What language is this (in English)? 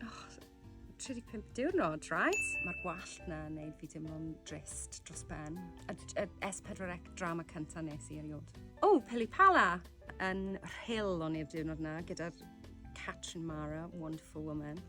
Welsh